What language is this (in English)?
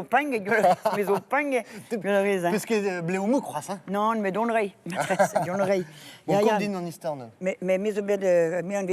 Breton